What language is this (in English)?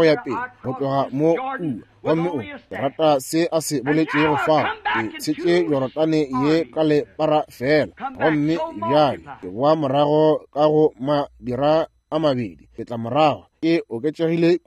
Northern Sotho